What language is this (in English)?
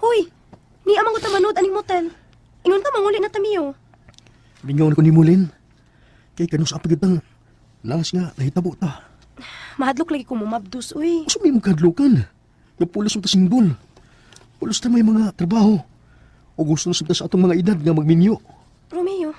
Cebuano